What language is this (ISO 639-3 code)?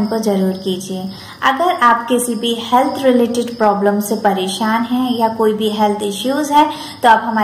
hin